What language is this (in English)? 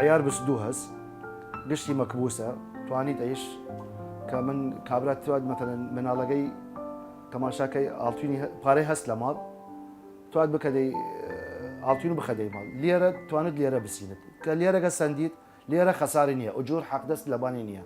Southern Kurdish